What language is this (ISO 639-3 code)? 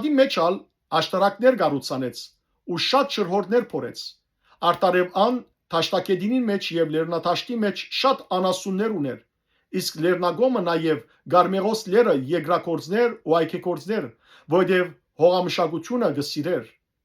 hyw